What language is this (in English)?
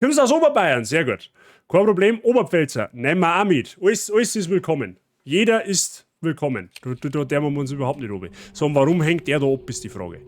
Bavarian